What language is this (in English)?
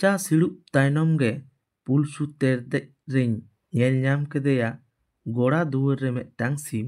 Santali